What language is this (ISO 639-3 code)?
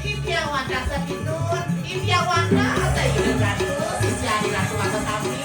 ban